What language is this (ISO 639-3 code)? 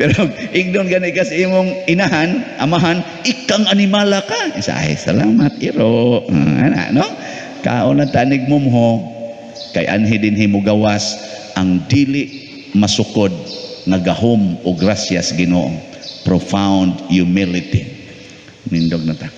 ceb